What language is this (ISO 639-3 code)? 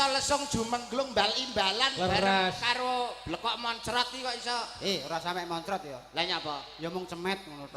jav